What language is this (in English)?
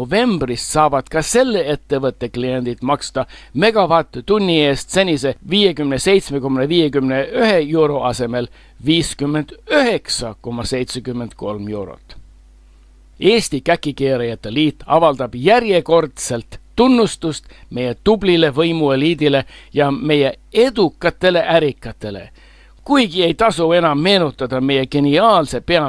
Estonian